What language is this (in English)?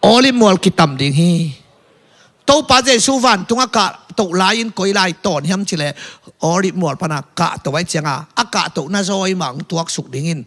Tedim Chin